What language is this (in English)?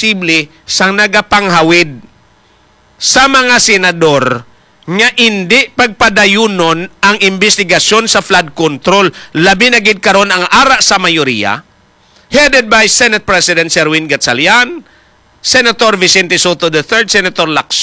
Hiligaynon